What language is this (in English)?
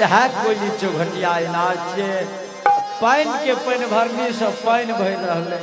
Angika